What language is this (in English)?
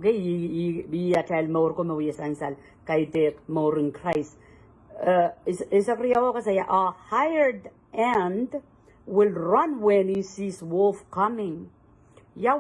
Pohnpeian